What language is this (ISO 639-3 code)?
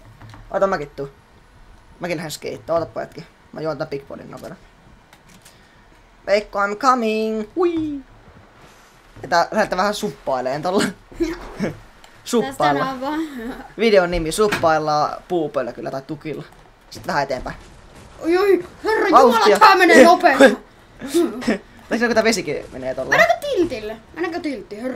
fin